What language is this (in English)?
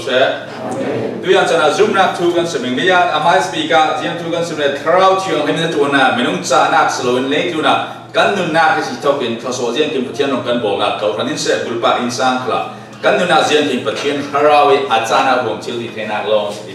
Falam Chin